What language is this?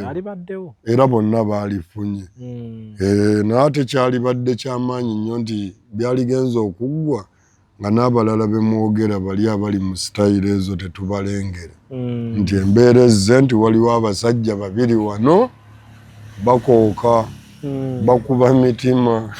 Ganda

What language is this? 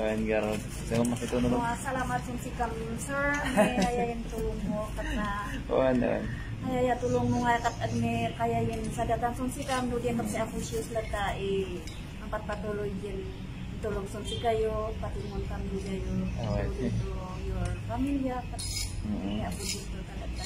Iloko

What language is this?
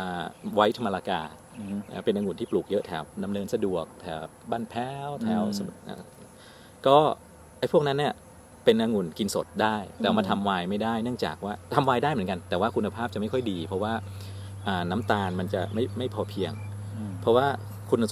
Thai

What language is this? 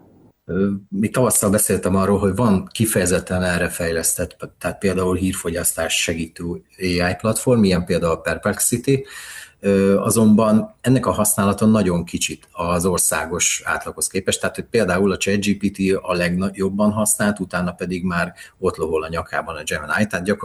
Hungarian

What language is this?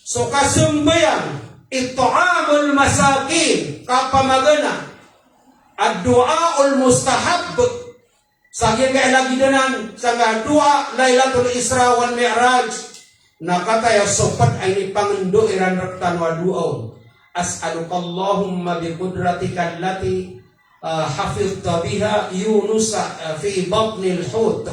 Maranao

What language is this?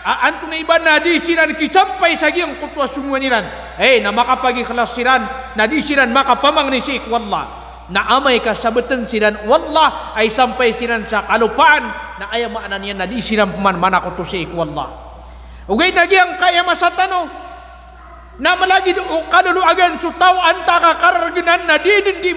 Maranao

